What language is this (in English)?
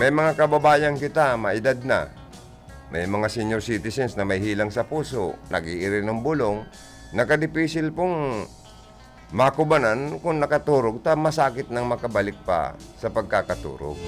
Bikol